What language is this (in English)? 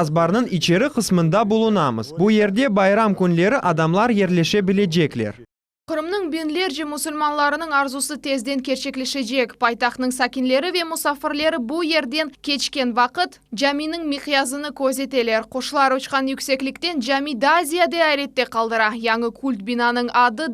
Crimean Tatar